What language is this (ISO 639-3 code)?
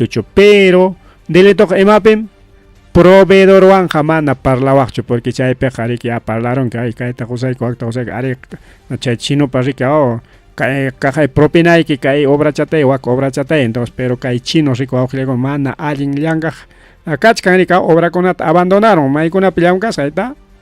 quy